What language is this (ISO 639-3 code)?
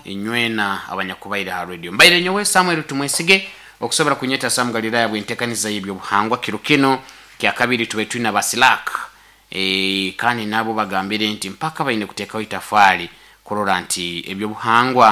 nyo